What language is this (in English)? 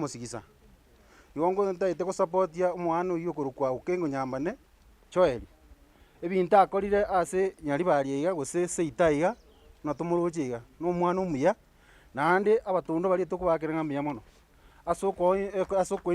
Gusii